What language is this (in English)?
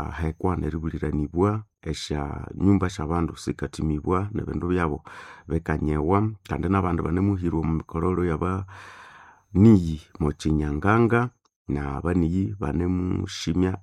Nande